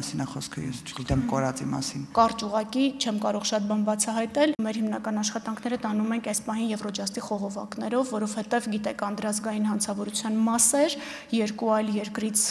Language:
Armenian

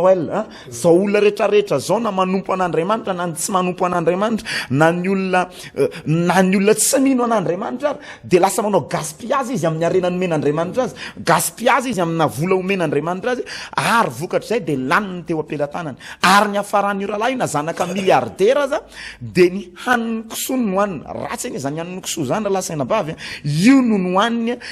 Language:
Malagasy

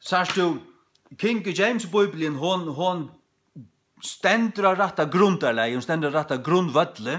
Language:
Faroese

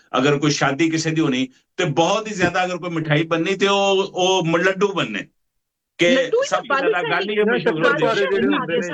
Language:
Punjabi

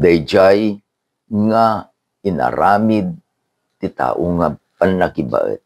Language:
Iloko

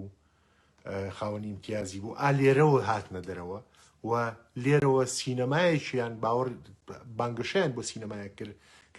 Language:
Central Kurdish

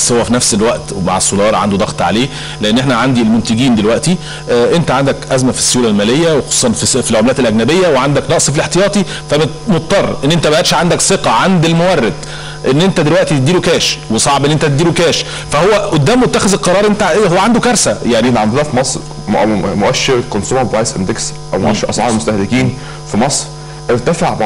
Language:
Egyptian Arabic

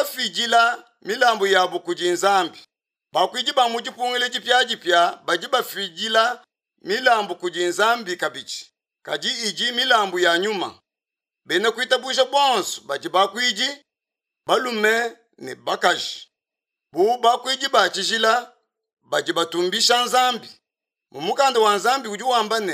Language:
Luba-Lulua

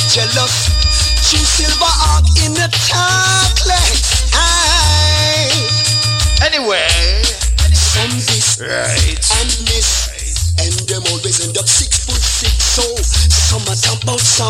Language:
Jamaican Creole English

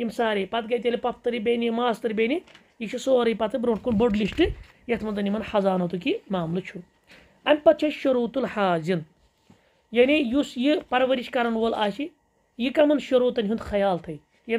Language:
Kashmiri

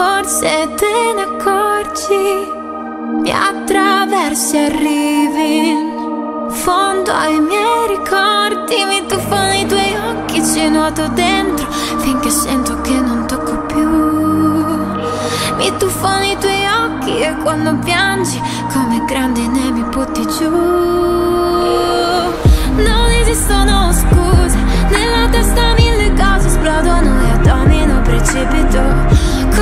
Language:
Italian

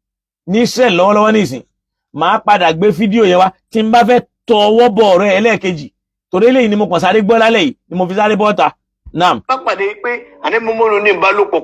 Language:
Yoruba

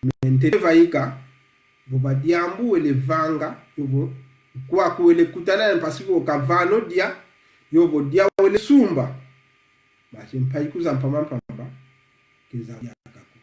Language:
Kongo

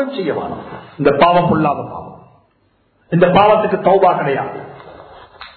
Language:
Tamil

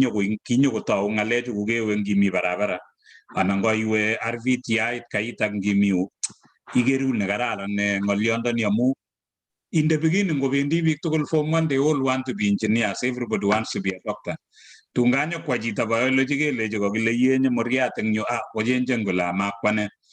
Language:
Kalenjin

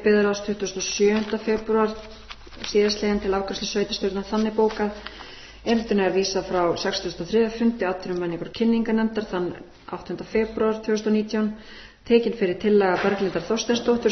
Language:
Icelandic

